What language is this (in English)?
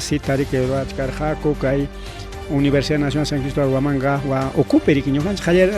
Ayacucho Quechua